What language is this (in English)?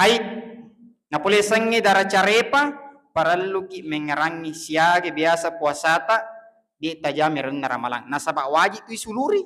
Buginese